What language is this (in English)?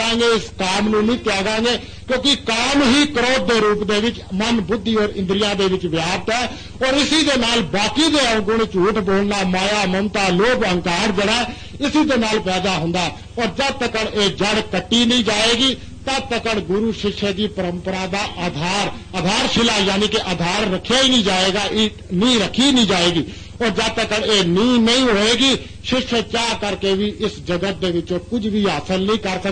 Punjabi